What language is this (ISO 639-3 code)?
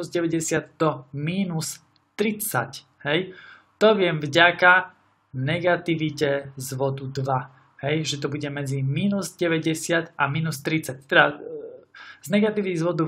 slk